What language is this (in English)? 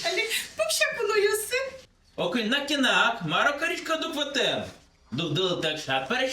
Udmurt